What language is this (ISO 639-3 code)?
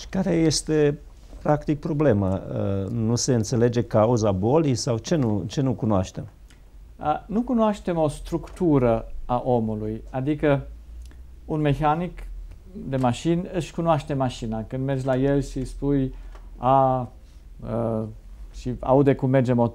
ron